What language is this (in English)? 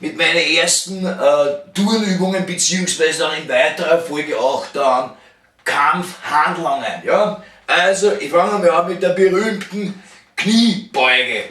Bavarian